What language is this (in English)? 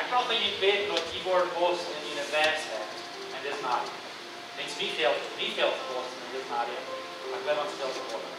Plautdietsch